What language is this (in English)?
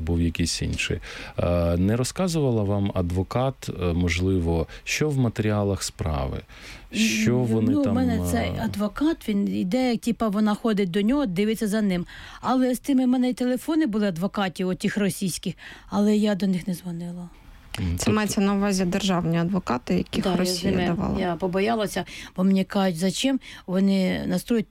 Ukrainian